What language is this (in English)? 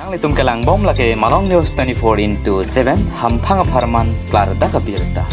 Karbi